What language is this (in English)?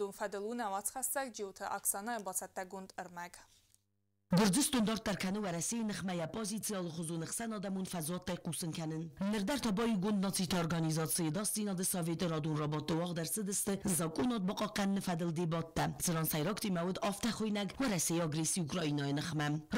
Ossetic